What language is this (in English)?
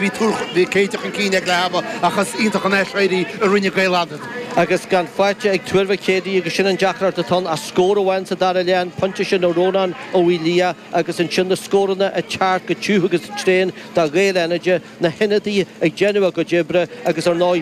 Irish